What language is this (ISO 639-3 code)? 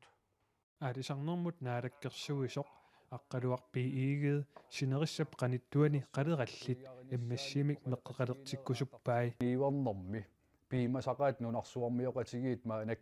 kal